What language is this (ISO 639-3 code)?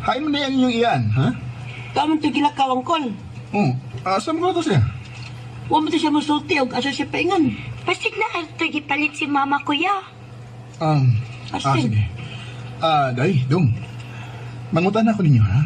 ceb